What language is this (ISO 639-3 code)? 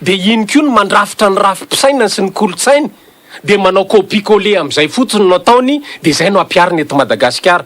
mlg